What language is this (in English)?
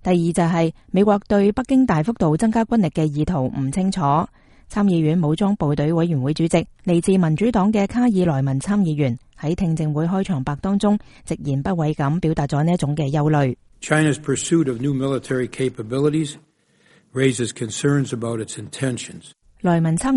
Cantonese